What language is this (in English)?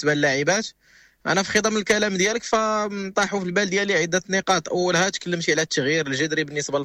Moroccan Arabic